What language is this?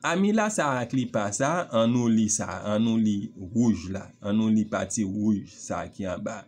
Haitian Creole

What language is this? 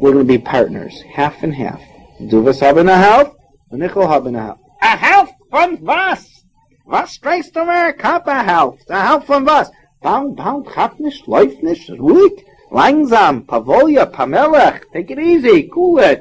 Yiddish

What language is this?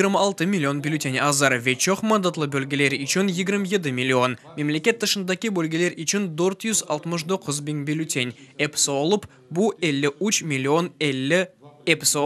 Crimean Tatar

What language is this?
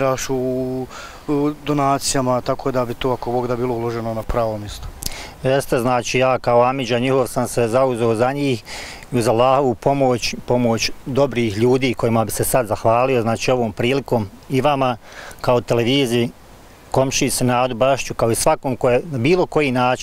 Bosnian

